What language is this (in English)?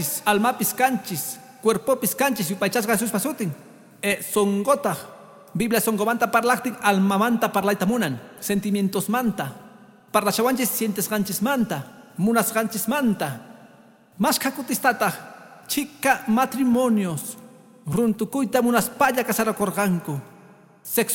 Quechua